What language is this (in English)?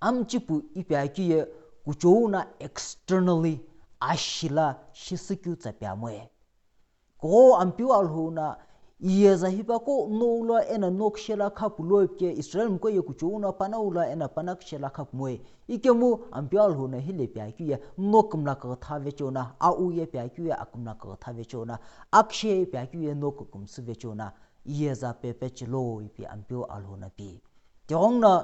Sumi Naga